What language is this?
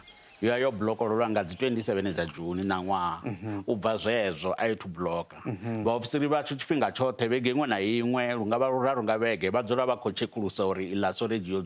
Venda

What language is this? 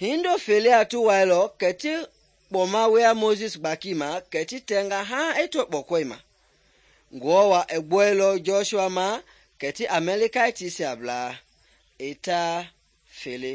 Mende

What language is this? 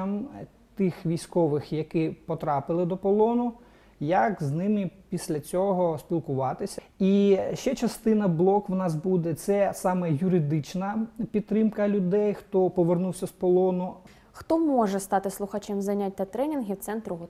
Ukrainian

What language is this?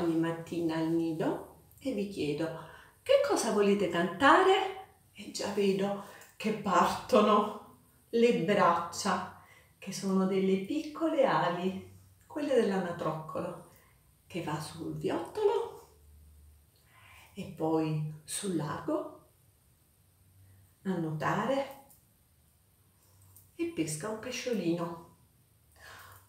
Italian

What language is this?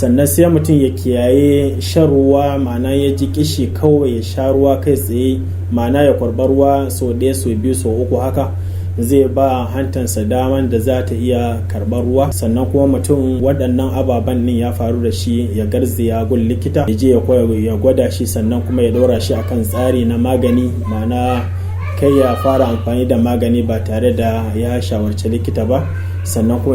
Hausa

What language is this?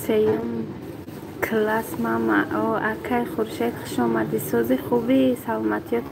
Tajik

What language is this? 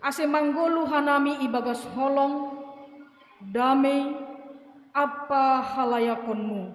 Batak Simalungun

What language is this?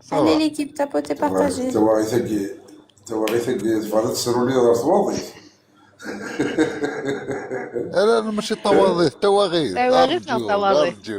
Kabyle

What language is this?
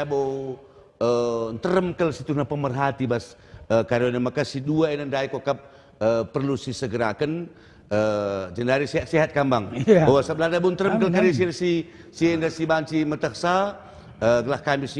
Batak Karo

